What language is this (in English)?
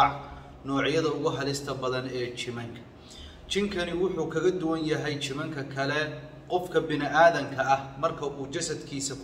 Somali